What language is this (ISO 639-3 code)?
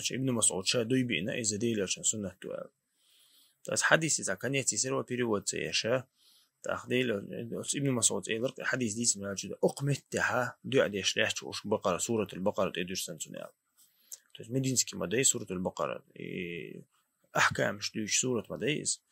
che